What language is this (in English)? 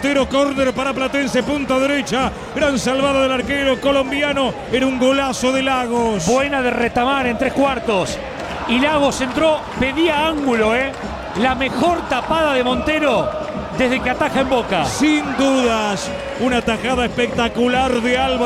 Spanish